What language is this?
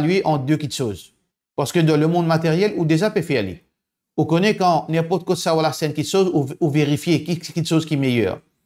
Morisyen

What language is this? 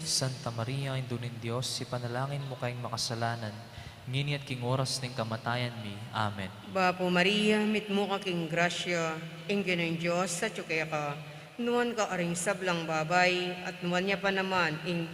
Pampanga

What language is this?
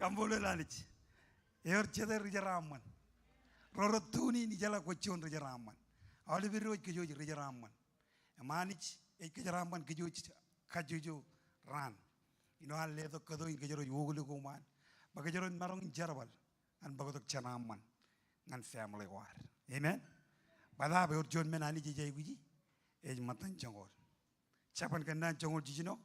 Marshallese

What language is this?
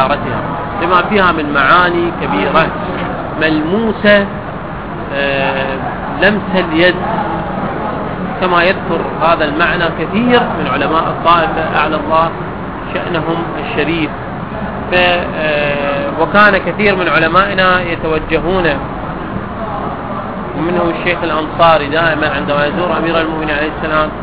Arabic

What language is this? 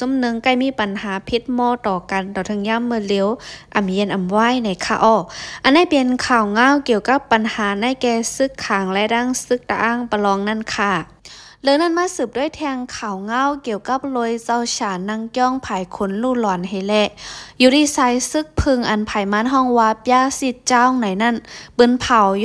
Shan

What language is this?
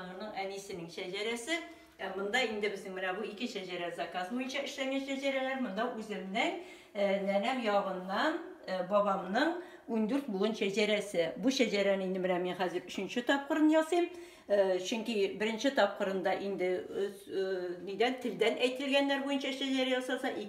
Tatar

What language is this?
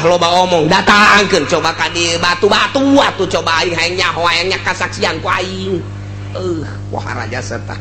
Sundanese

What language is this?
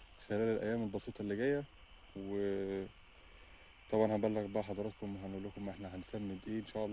Egyptian Arabic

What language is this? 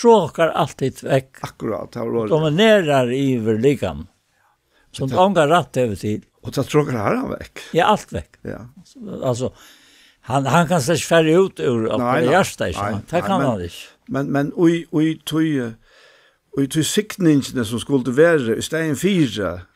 Faroese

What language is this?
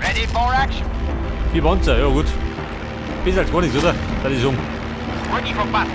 Bavarian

